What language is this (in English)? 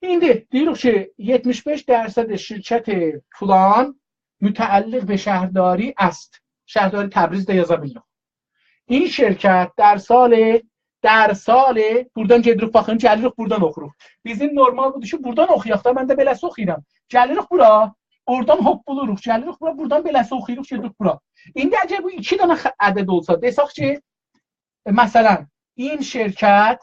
South Azerbaijani